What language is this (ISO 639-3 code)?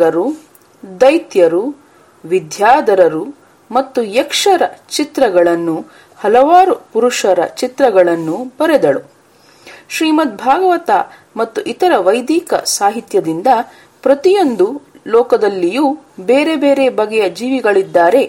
kan